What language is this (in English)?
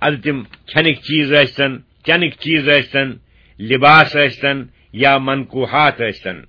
Kashmiri